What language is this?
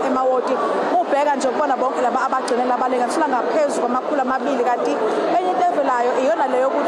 Zulu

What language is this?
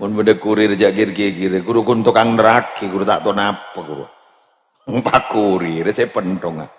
Madurese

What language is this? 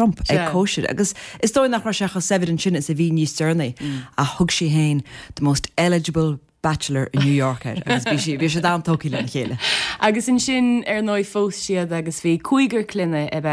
Irish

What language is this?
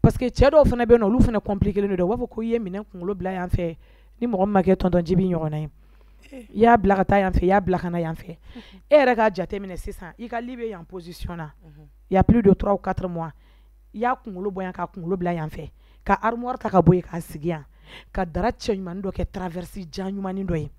Bambara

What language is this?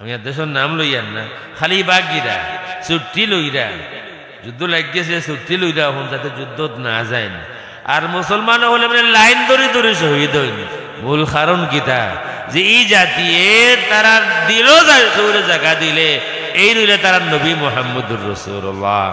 Sylheti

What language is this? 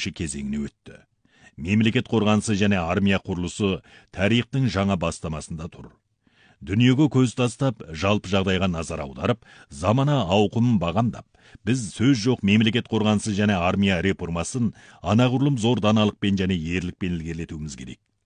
Kazakh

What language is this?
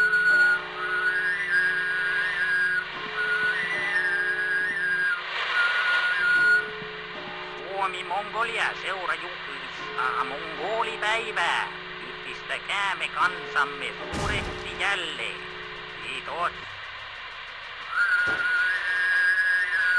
Finnish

